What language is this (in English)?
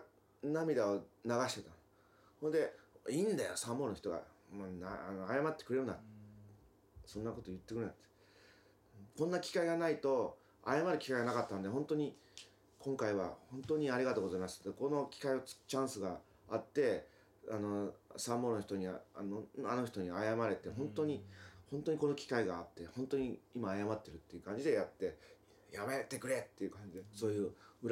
Japanese